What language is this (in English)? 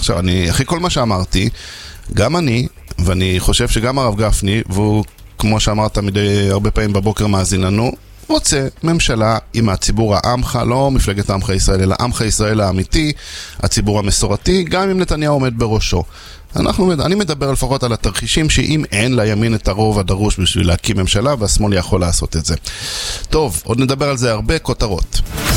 Hebrew